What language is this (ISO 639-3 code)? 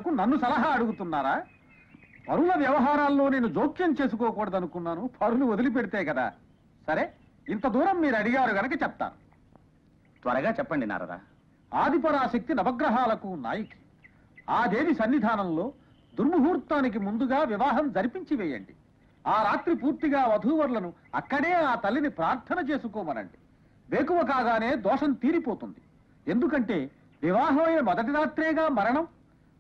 tel